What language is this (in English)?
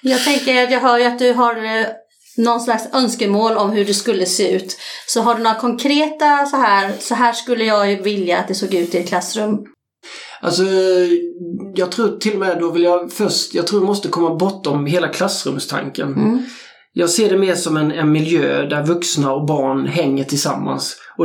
Swedish